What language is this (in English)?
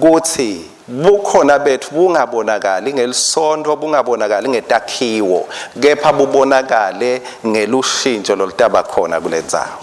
Swati